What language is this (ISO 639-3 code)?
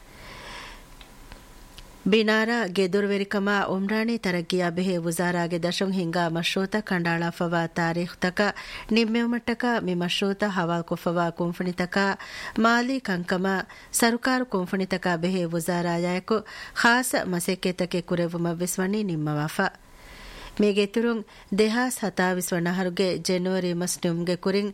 div